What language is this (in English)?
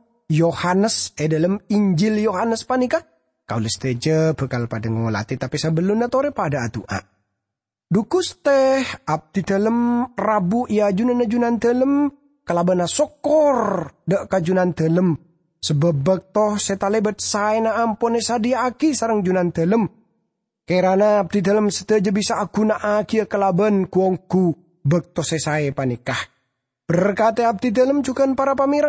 Madurese